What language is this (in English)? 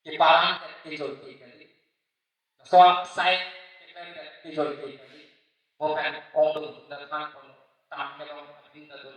Karbi